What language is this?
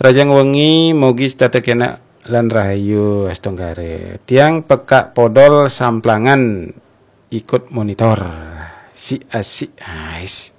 Balinese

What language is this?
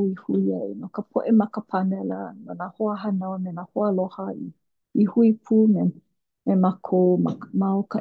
Hawaiian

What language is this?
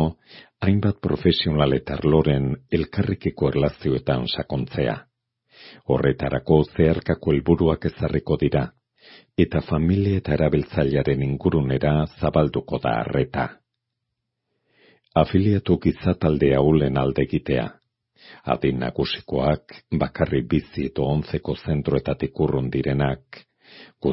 Basque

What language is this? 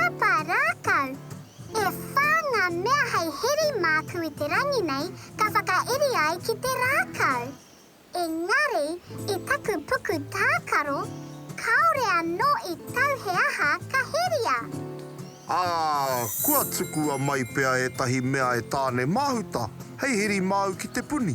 Māori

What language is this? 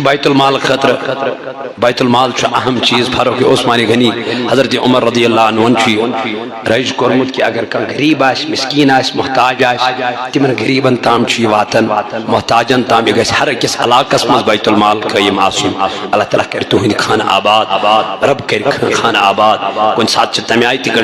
Kashmiri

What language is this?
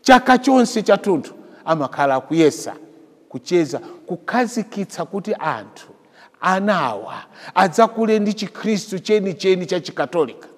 Nyanja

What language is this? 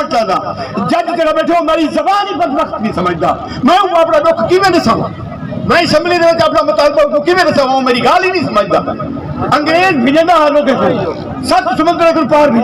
Saraiki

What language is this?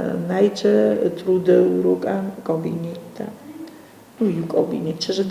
Ossetic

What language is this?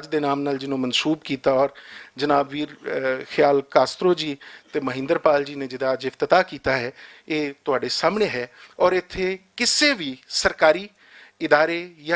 Western Panjabi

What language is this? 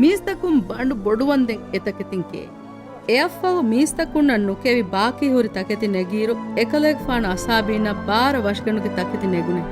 Divehi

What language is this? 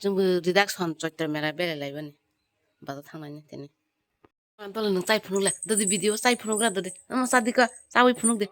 Kok Borok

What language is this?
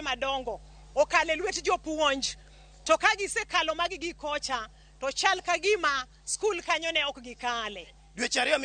Luo (Kenya and Tanzania)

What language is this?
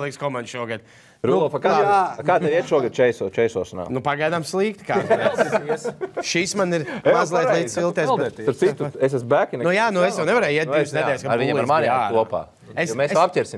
Latvian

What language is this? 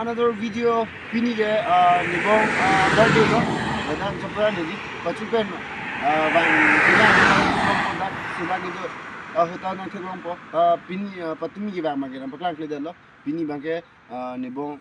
Karbi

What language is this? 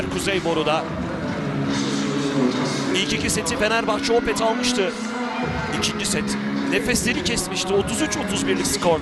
Turkish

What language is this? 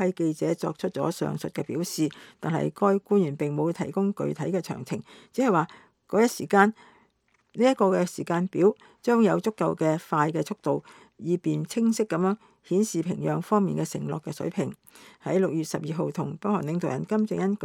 Cantonese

